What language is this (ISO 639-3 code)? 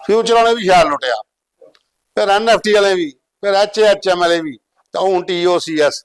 doi